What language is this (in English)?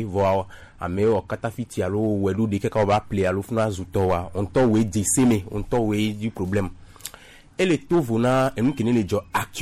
Gen